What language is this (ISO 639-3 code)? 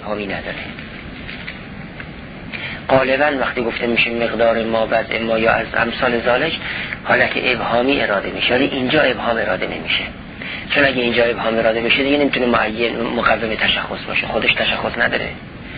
fas